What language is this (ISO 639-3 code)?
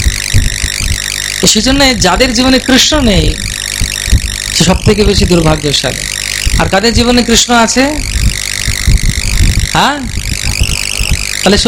ben